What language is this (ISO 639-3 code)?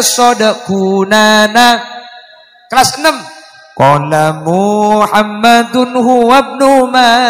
mad